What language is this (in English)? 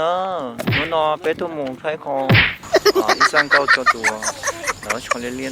Hmong